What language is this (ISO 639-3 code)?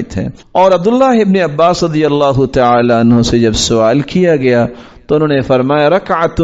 urd